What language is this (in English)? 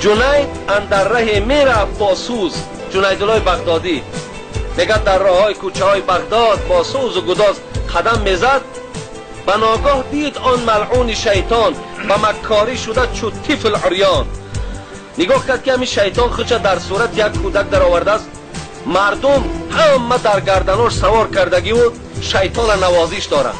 Tajik